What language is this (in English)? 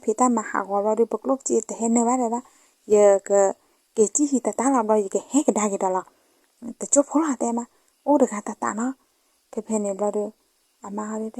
S'gaw Karen